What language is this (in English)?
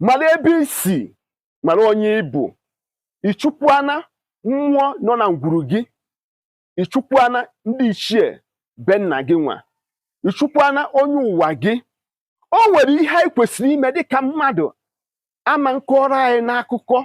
Igbo